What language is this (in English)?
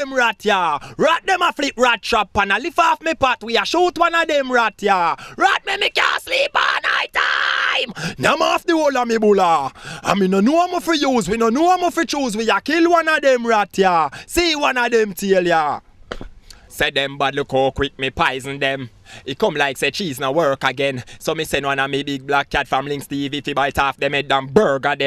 Jamaican Creole English